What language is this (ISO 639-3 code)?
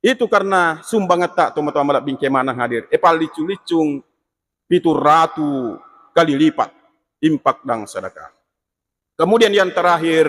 bug